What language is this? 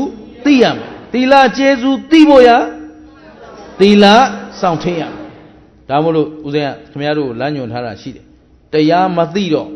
Burmese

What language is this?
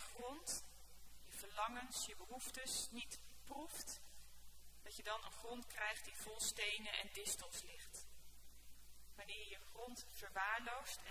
Dutch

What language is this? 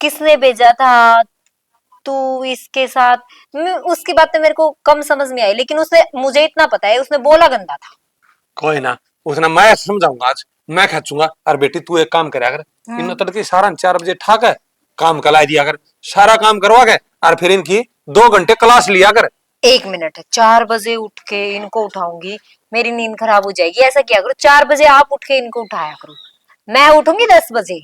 Haryanvi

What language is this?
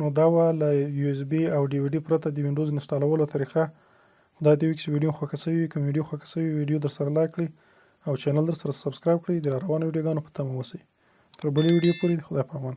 Pashto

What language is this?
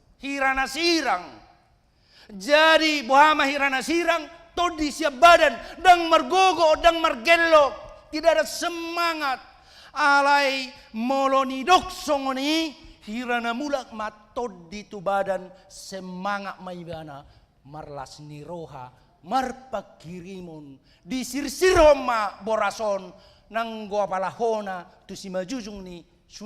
Batak Toba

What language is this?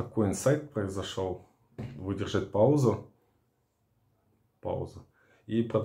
Russian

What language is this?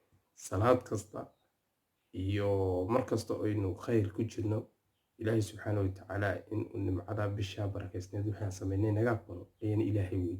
Somali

